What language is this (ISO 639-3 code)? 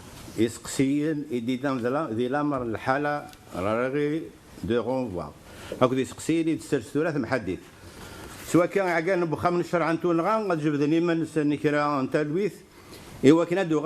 kab